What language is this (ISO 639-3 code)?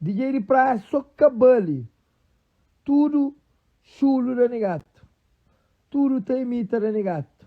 kea